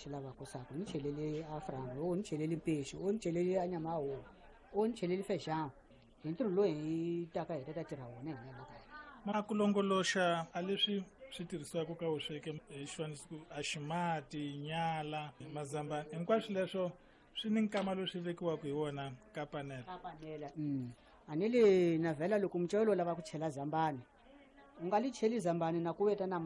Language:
Tsonga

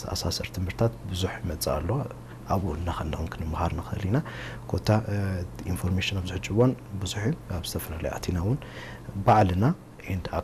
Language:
Tigrinya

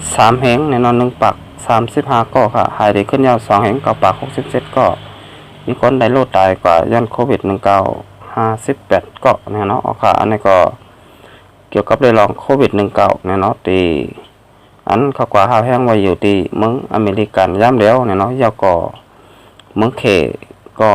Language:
Shan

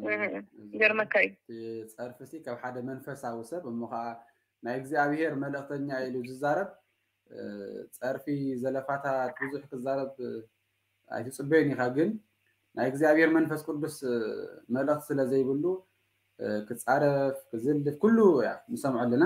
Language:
Tigrinya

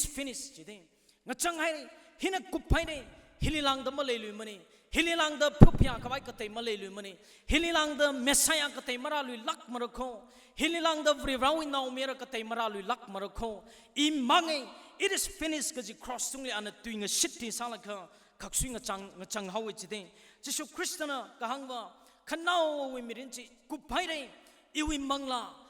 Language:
Tangkhul Naga (India)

